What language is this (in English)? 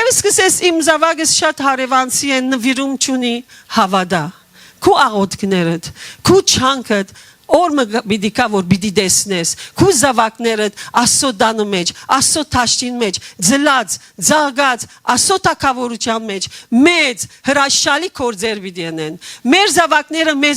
Western Armenian